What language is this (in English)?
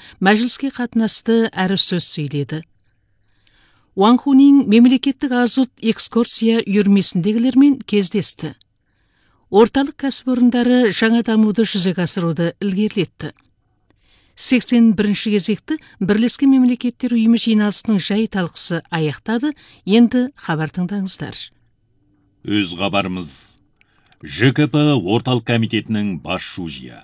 Kazakh